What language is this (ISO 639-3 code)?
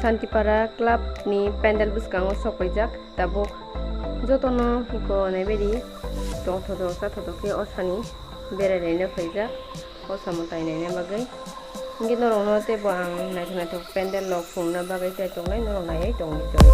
trp